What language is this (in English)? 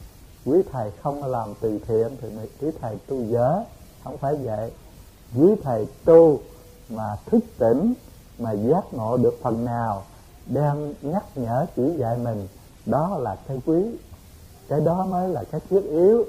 Vietnamese